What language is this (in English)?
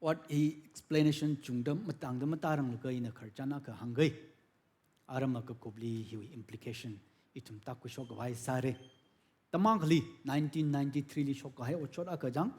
Tangkhul Naga (India)